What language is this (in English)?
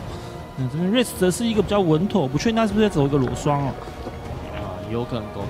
Chinese